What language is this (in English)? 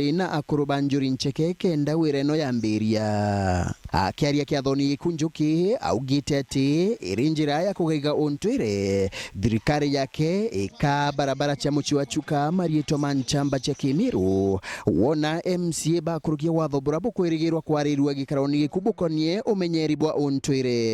Meru